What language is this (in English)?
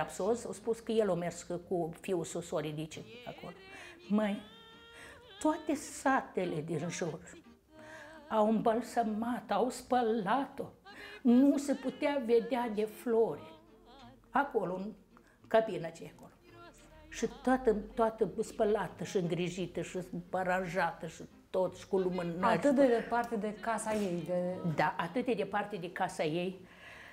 Romanian